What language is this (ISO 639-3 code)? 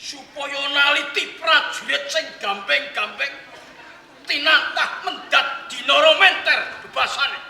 jav